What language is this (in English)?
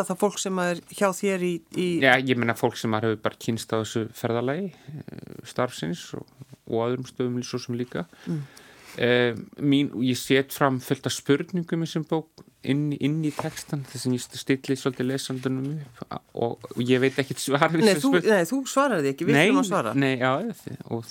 Icelandic